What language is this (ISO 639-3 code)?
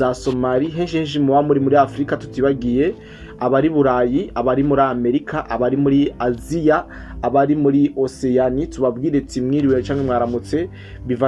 run